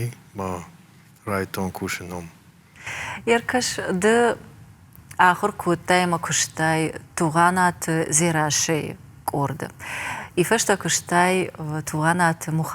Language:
Ossetic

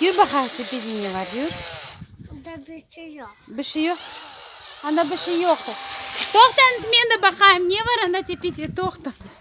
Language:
Crimean Tatar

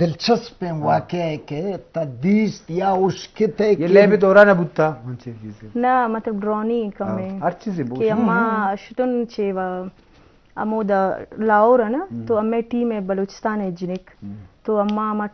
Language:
Eastern Balochi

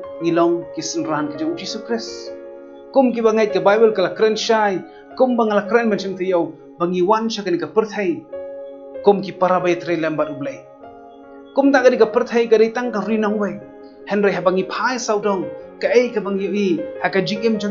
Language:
Khasi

